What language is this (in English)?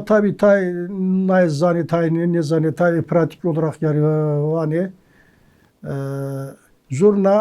Zaza